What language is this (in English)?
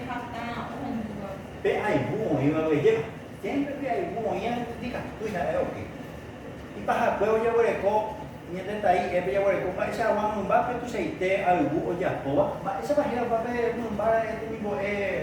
Guarani